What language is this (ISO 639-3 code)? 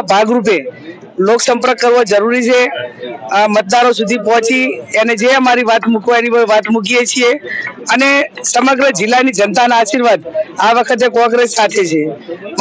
guj